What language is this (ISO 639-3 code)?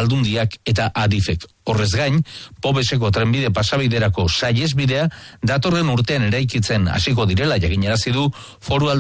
eus